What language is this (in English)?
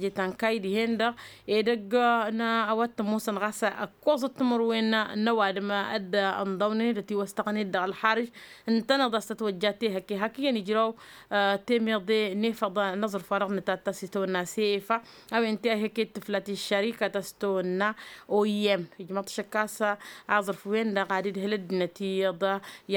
Tamasheq